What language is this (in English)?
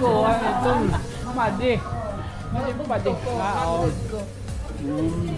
Waray